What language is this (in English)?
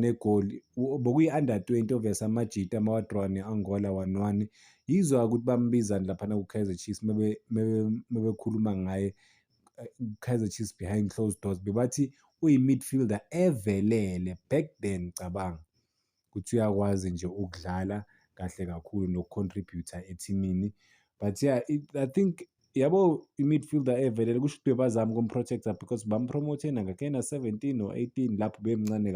Zulu